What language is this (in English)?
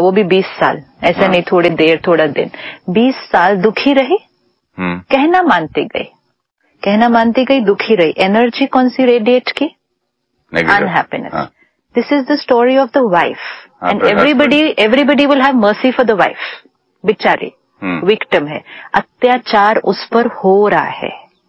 Hindi